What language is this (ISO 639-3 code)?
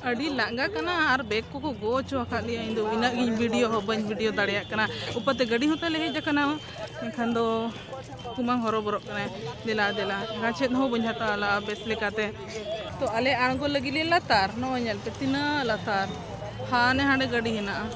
sat